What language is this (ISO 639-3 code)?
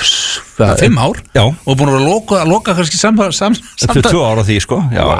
isl